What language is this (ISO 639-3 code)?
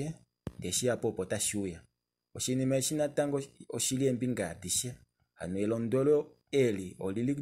kua